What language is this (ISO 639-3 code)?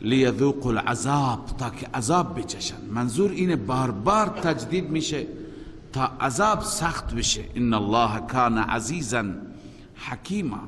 fas